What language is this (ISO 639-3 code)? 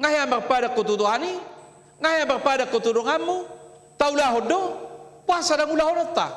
bbc